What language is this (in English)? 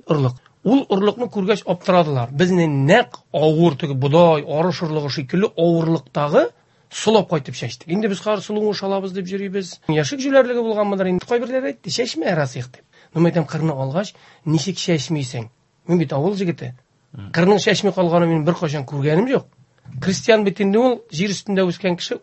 Tatar